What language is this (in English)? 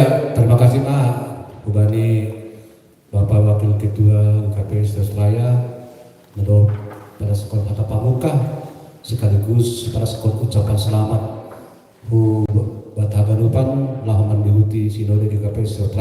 Batak Simalungun